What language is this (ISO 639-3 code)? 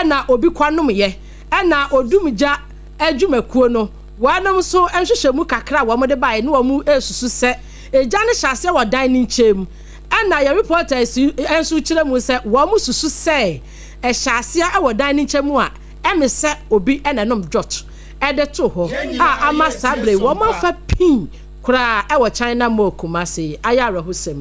aka